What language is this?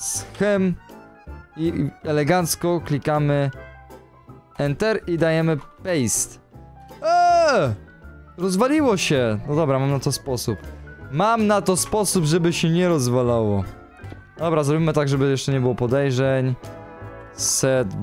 Polish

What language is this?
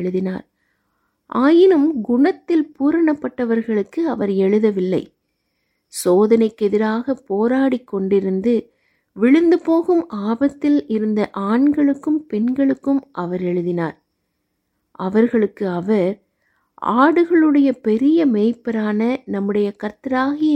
Tamil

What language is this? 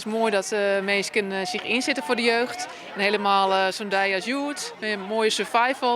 Western Frisian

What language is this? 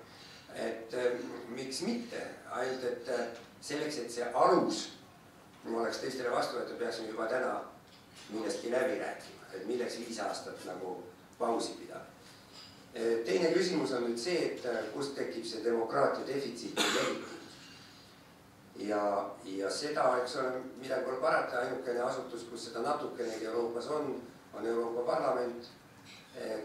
Estonian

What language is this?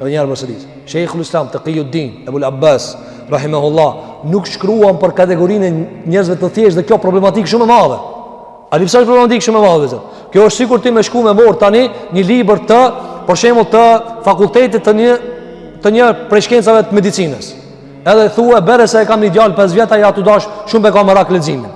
Albanian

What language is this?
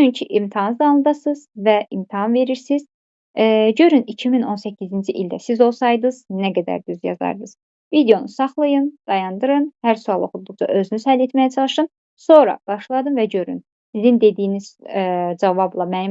Azerbaijani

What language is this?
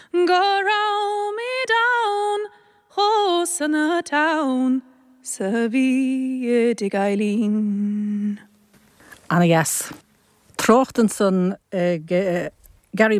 Irish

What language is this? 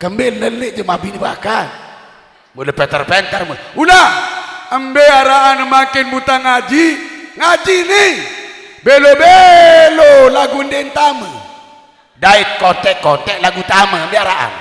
Sasak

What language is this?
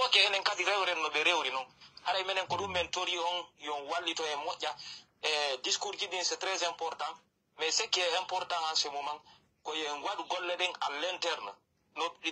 Pular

